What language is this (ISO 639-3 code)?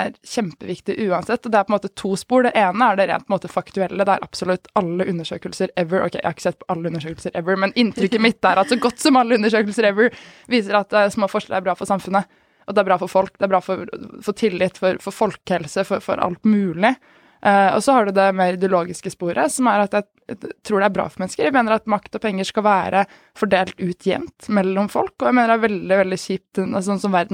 nor